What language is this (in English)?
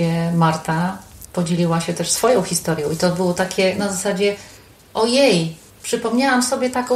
Polish